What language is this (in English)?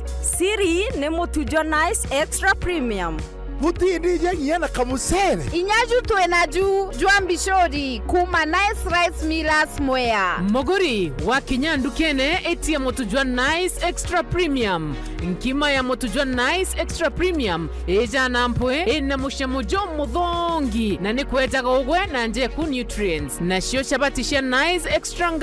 Meru